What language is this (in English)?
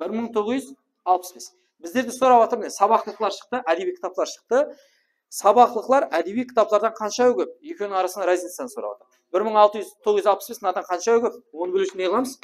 Kara-Kalpak